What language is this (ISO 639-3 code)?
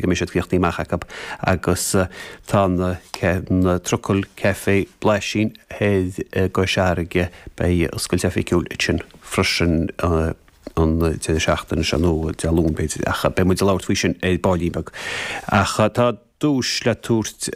gle